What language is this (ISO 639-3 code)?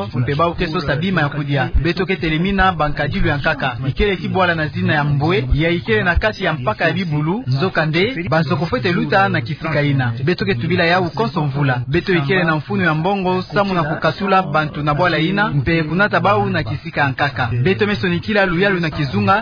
ktu